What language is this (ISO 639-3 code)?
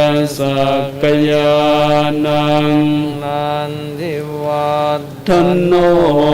pli